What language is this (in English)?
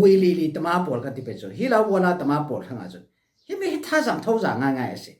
Falam Chin